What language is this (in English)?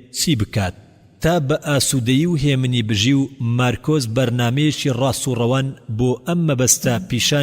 Central Kurdish